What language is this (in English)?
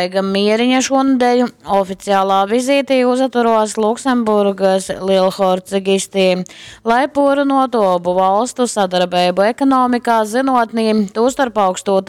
Latgalian